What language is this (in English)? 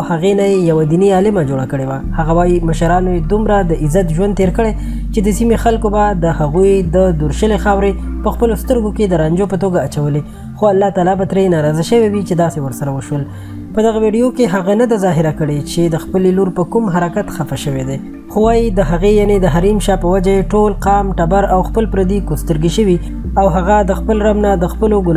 Pashto